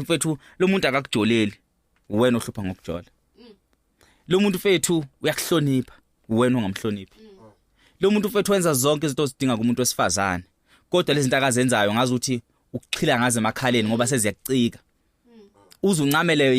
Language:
Zulu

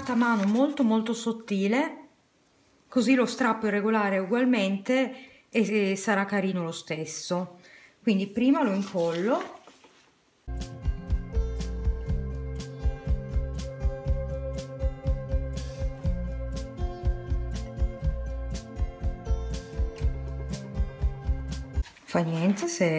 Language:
Italian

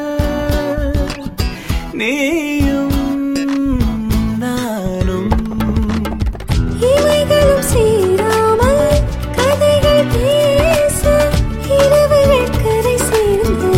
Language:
Tamil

